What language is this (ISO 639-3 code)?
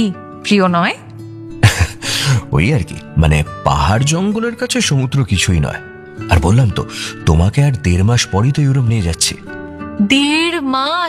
ben